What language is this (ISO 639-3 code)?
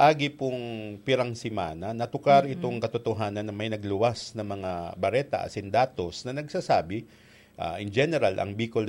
bik